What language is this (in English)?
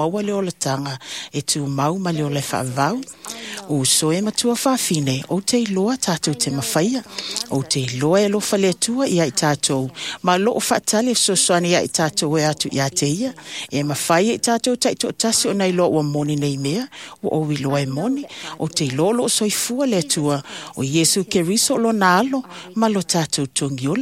Samoan